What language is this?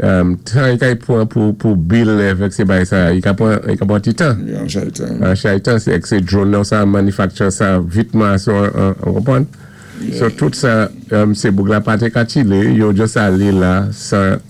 Saint Lucian Creole French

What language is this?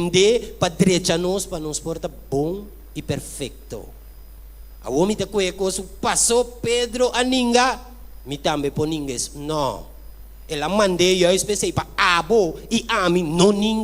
Papiamento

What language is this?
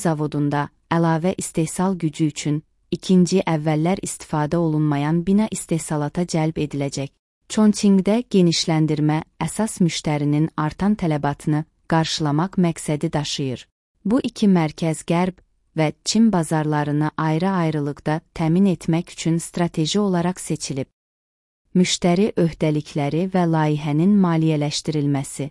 Azerbaijani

